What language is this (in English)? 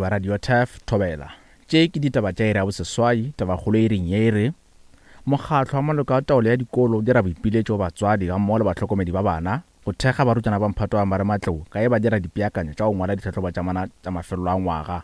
Northern Sotho